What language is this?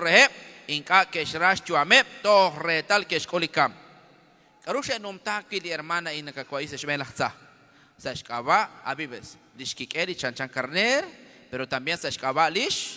Kekchí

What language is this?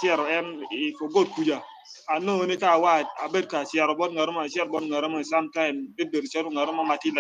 Acoli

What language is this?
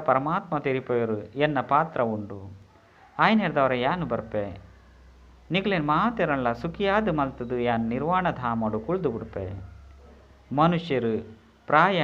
Tulu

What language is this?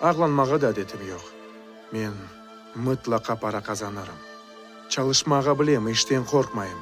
Crimean Tatar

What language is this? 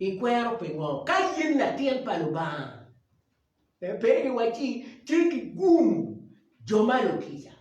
Acoli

